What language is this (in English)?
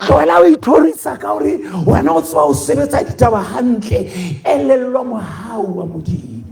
Southern Sotho